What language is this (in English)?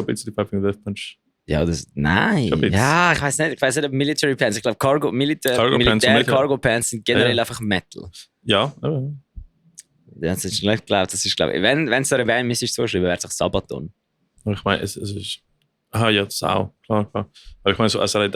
Swiss German